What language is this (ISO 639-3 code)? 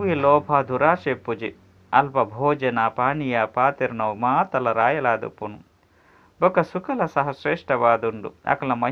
tcy